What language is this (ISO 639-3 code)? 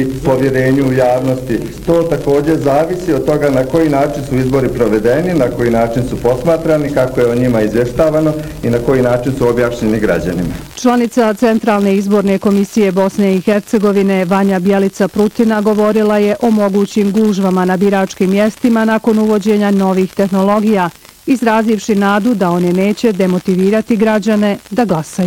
bos